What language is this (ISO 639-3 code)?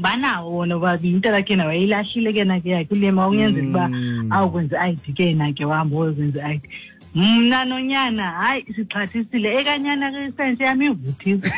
xho